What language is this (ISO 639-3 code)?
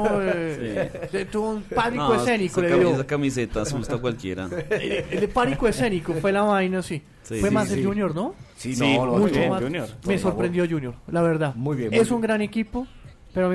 spa